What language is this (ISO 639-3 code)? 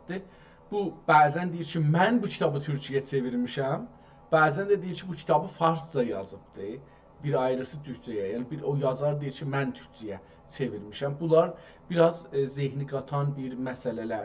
azb